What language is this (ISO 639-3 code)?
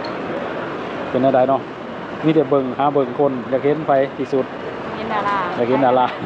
lao